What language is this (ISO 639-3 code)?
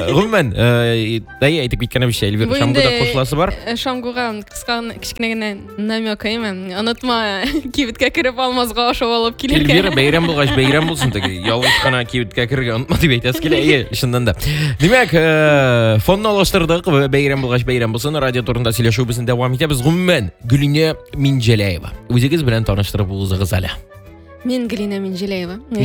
tat